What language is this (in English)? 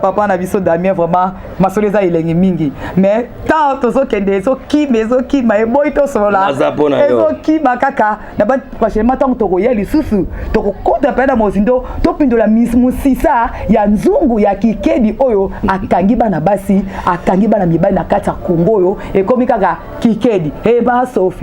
Lingala